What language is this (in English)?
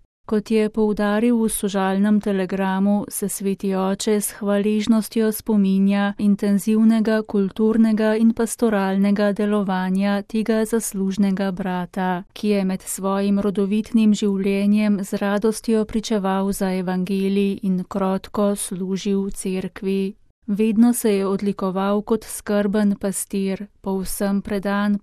Slovenian